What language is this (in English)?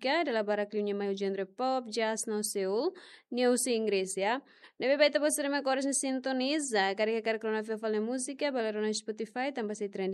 Tetum